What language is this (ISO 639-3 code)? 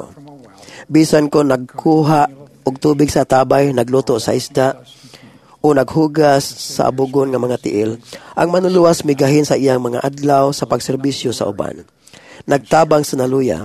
ceb